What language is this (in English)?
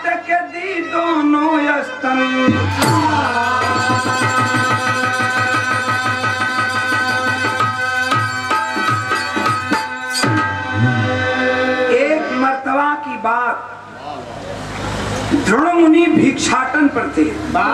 Bhojpuri